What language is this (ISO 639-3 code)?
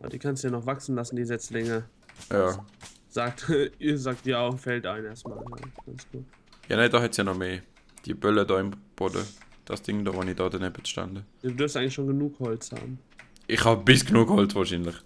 gsw